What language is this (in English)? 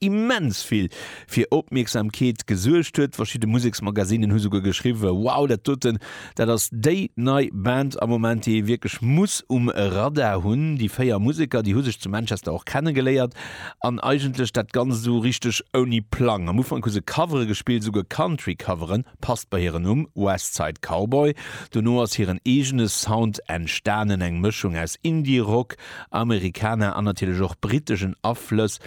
Luxembourgish